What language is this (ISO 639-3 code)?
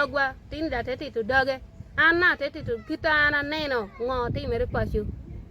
ach